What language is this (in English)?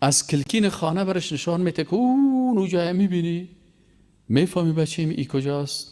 Persian